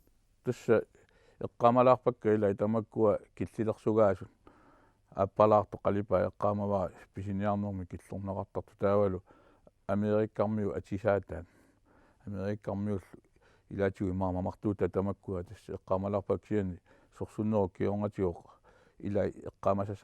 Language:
Kalaallisut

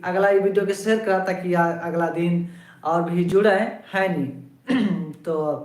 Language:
Sadri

